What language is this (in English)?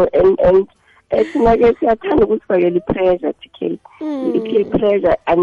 South Ndebele